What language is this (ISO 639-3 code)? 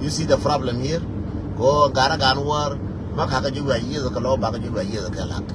nus